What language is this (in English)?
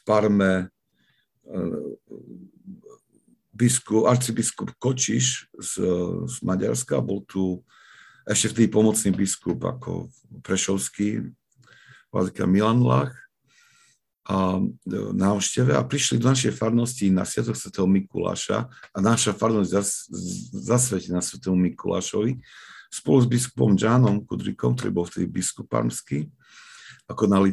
Slovak